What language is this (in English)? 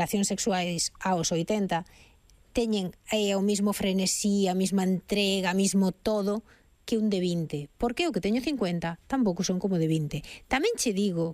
Galician